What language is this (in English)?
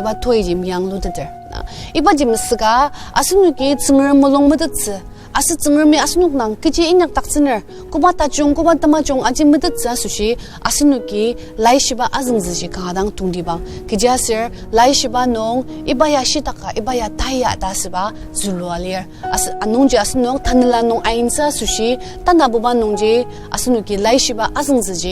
Ao Naga